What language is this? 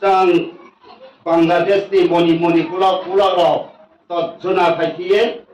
Riang (India)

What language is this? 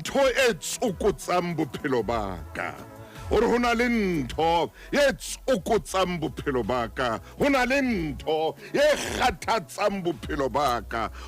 Southern Sotho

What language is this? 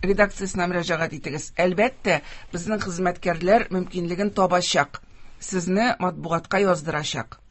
Tatar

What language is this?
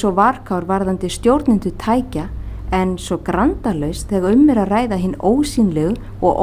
Icelandic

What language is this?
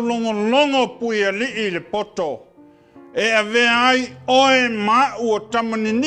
Samoan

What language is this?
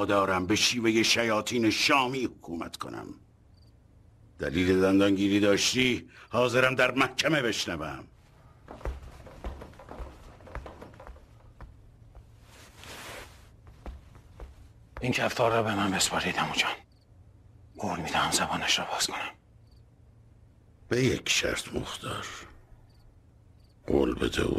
Persian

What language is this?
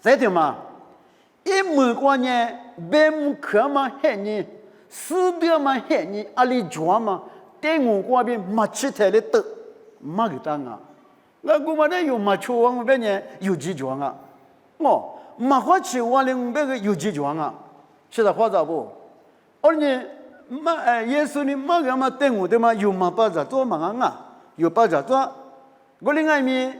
Lisu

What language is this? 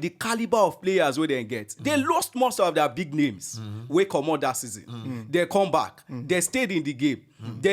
Nigerian Pidgin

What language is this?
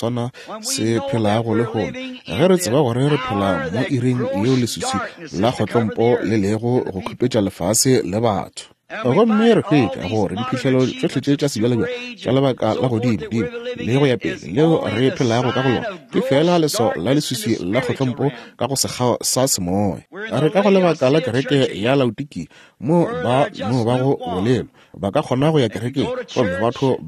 Northern Sotho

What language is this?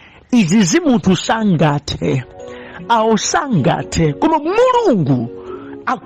Nyanja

